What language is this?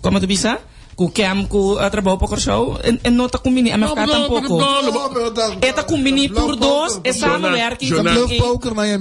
Papiamento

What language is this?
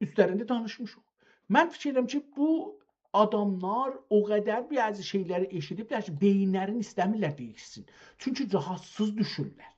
South Azerbaijani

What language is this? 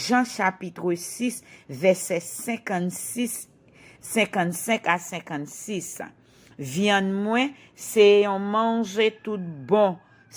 Haitian Creole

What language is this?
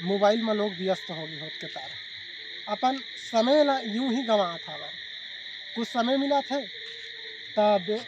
Chhattisgarhi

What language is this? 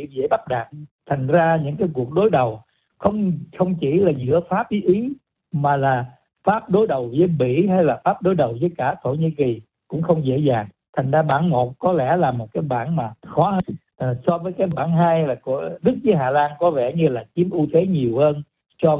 Vietnamese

